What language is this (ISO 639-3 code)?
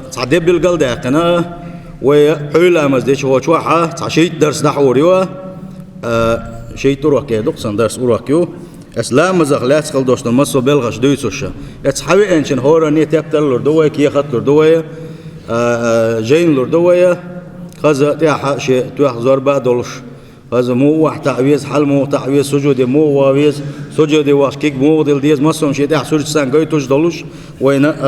che